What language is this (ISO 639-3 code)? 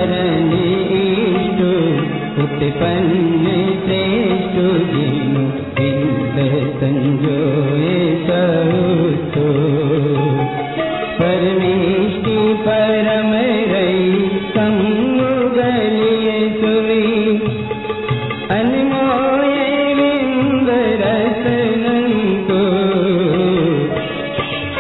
hin